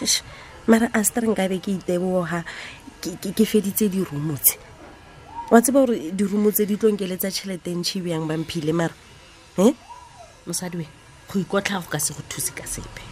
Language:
Tswana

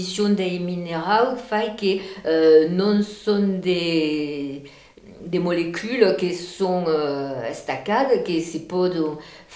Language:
Occitan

